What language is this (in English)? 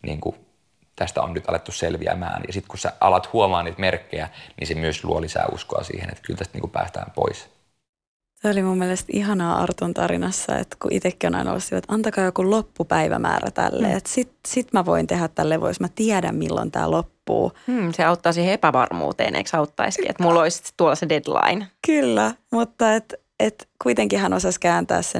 Finnish